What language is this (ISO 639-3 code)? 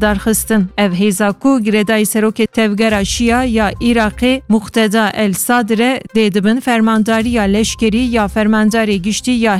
kur